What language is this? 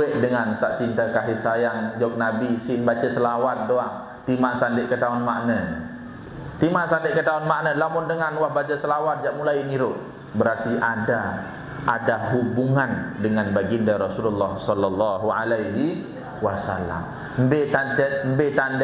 Sasak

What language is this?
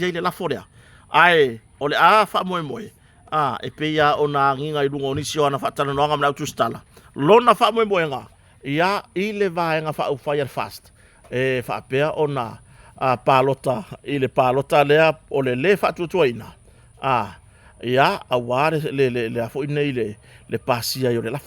Samoan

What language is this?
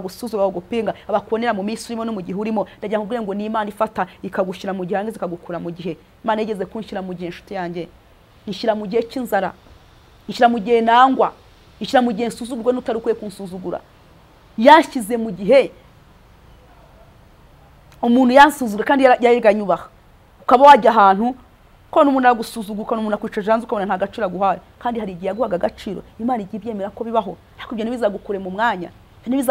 Kinyarwanda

